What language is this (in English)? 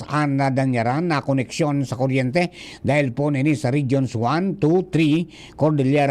Bikol